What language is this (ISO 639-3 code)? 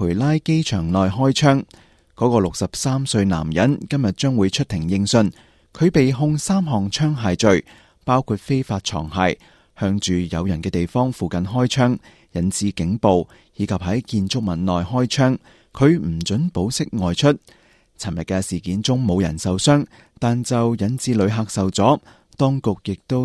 yue